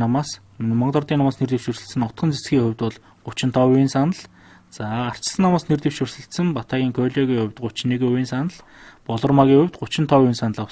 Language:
Mongolian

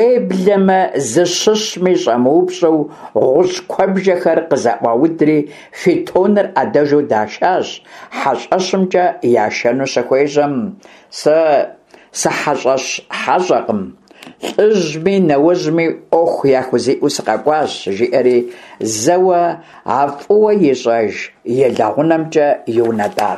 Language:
Kabardian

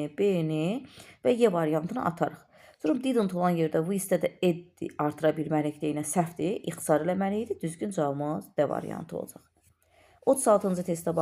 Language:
Azerbaijani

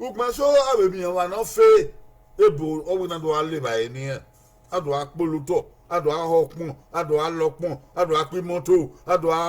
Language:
Bini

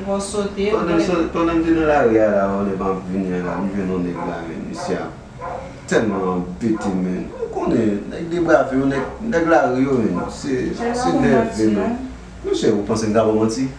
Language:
Haitian Creole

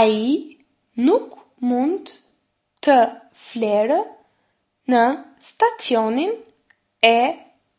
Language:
Albanian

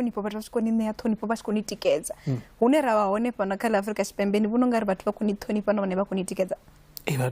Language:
Venda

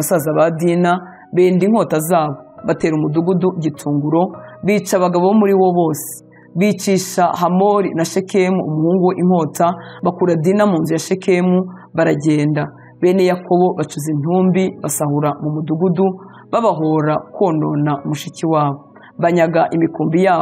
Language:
Kinyarwanda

